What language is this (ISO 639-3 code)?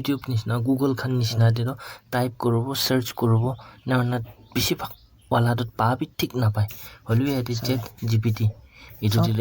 nag